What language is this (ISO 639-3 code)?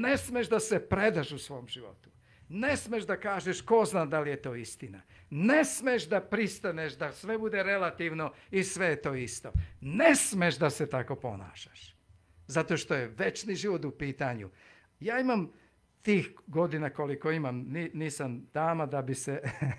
srp